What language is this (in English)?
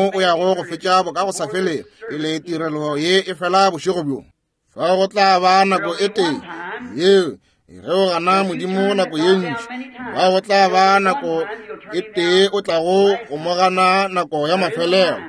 Northern Sotho